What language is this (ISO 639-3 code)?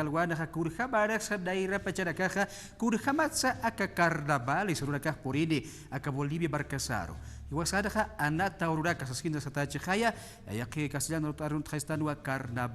aym